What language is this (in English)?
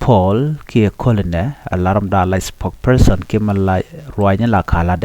Nuer